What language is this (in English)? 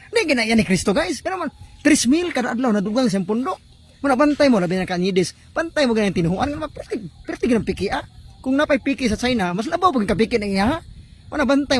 Cebuano